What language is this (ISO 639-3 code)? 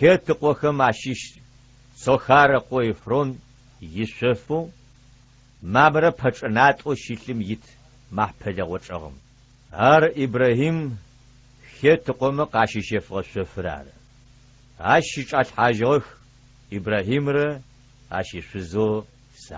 ady